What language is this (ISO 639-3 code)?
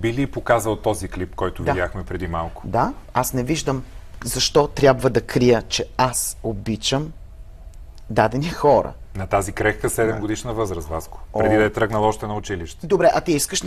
bul